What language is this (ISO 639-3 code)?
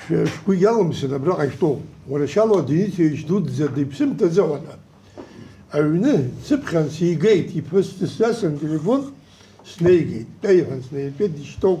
abk